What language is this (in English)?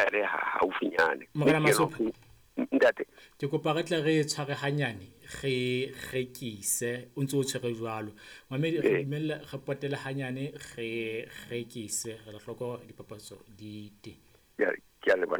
Southern Sotho